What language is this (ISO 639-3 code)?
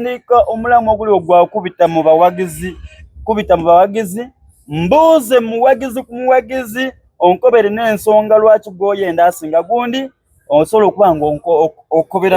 xog